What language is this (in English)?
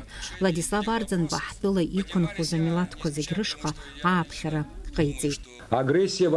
Abkhazian